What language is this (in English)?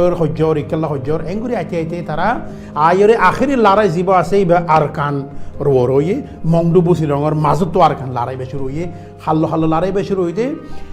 Rohingya